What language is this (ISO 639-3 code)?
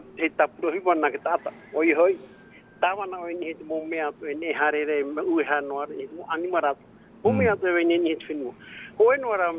tah